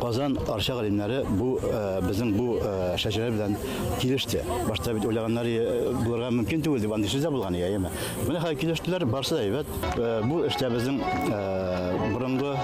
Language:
Bashkir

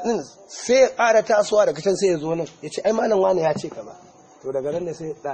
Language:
Hausa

